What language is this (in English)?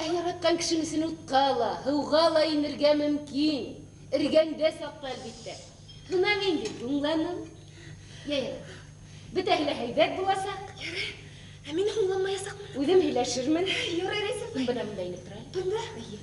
Bashkir